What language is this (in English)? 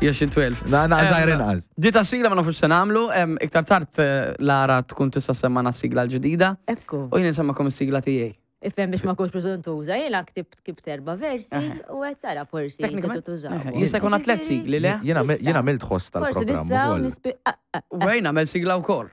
Maltese